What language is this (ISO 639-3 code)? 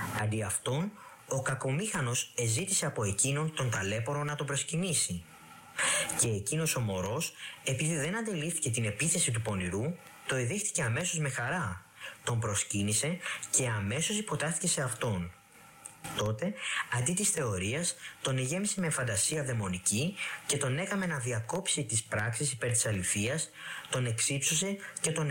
ell